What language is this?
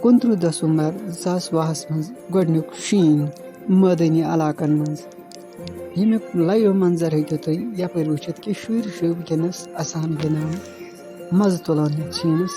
Kashmiri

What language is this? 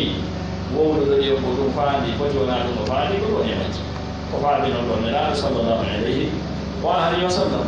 Pular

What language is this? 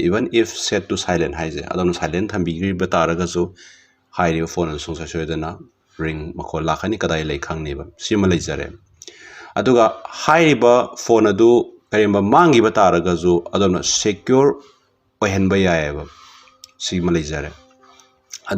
Manipuri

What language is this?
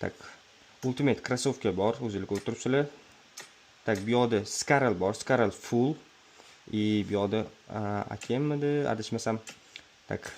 Uzbek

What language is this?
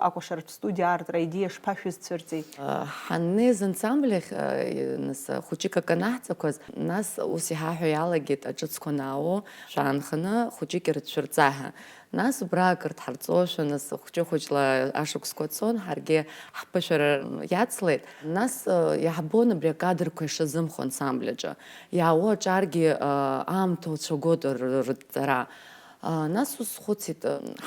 Abkhazian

